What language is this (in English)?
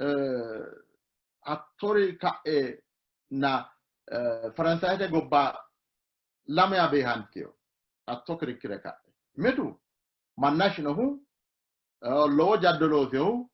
Sidamo